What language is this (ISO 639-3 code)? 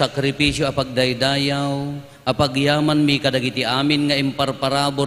ilo